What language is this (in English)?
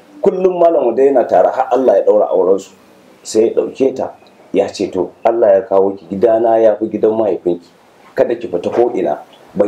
Hausa